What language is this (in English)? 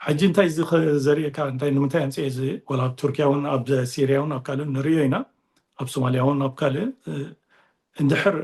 Tigrinya